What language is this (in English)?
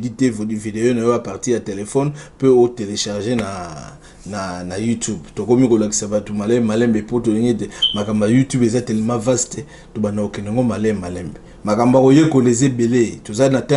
Lingala